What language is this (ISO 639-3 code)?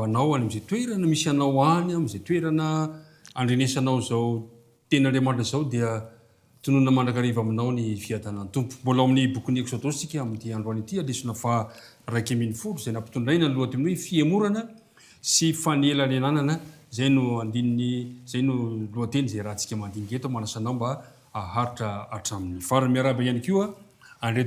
mlg